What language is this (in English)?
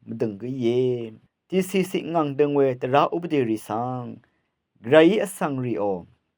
Rawang